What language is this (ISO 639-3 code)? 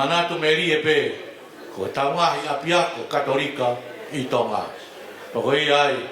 ton